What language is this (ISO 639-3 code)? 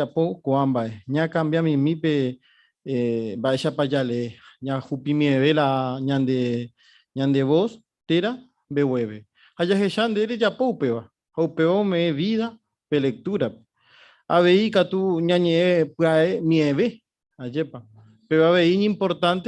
grn